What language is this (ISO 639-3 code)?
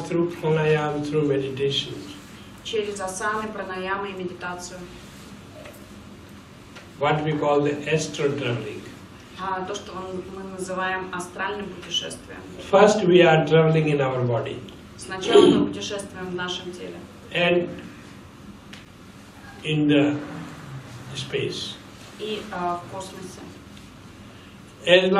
rus